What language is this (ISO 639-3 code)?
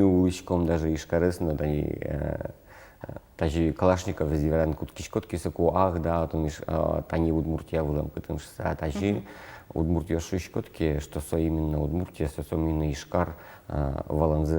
udm